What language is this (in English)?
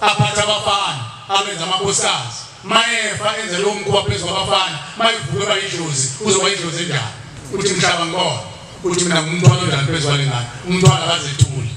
Zulu